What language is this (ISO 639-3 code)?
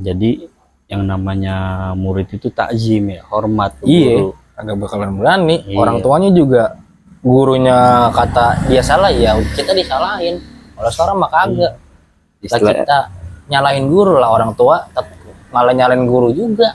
bew